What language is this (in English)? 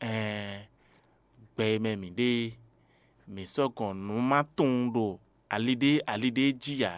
Fon